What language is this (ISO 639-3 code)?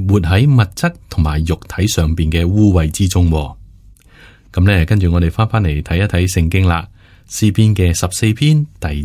yue